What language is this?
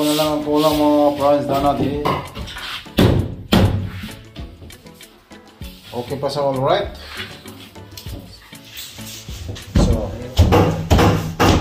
Filipino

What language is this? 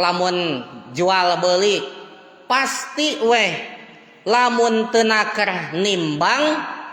Sundanese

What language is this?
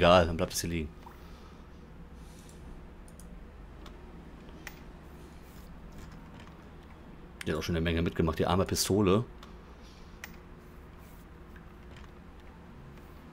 German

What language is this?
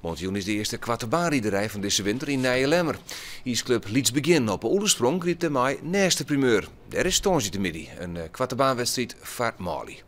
Western Frisian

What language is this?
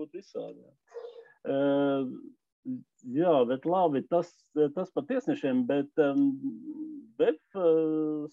Latvian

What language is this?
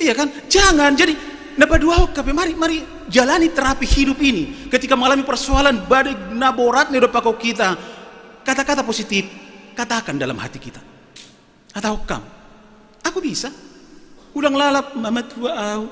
Batak Simalungun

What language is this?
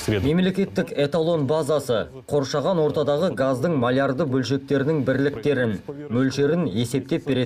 Kazakh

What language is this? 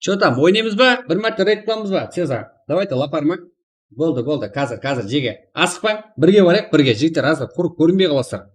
Kara-Kalpak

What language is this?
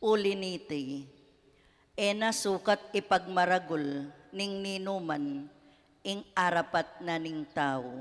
Pampanga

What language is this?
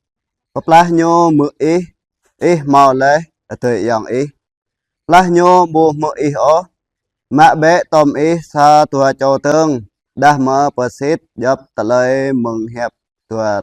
Jarai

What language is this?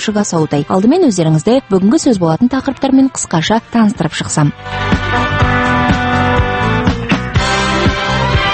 Kazakh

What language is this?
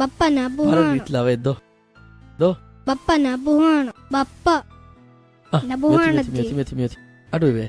Divehi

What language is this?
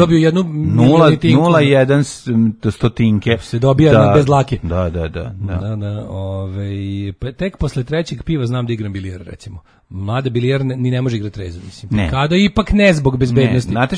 Serbian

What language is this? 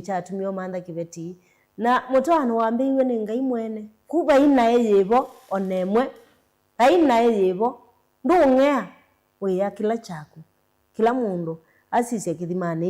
Kamba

